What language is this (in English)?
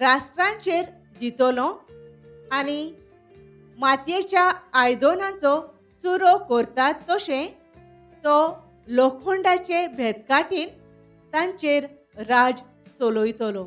Konkani